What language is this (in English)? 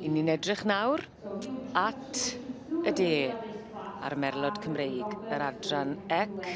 Welsh